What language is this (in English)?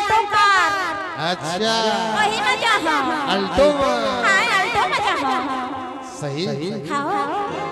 Chhattisgarhi